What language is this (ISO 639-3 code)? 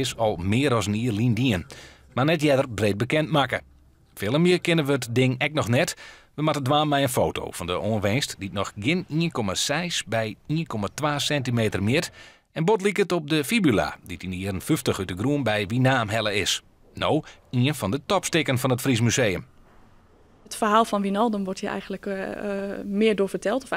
fry